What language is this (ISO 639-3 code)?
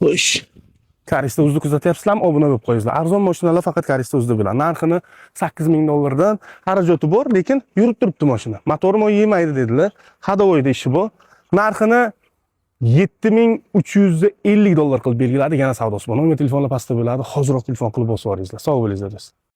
uzb